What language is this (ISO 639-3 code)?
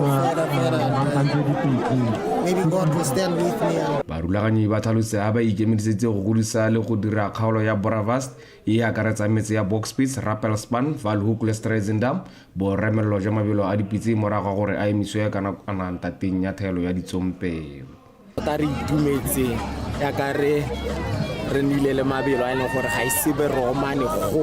tsn